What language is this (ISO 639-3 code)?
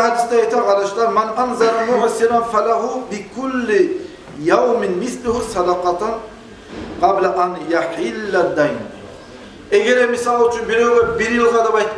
kum